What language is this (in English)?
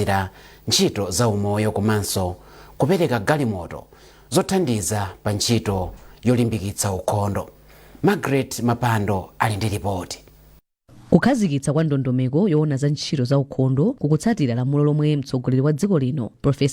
Nyanja